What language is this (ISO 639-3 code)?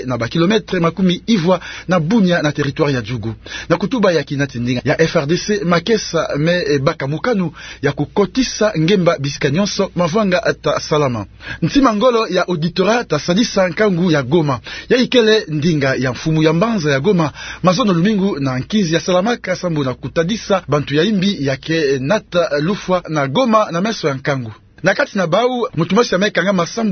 ktu